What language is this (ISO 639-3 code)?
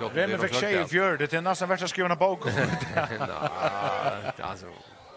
fao